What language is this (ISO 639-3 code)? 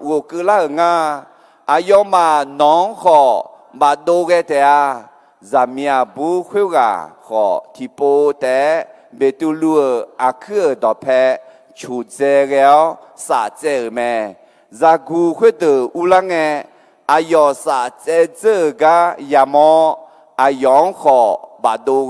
ahk